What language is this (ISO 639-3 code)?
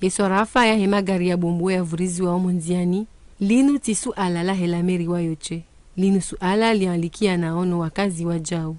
zdj